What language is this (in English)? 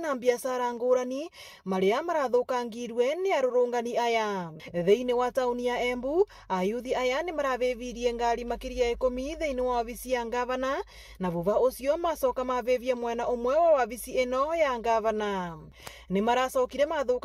Meru